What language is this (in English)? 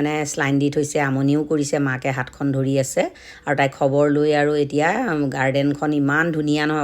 Assamese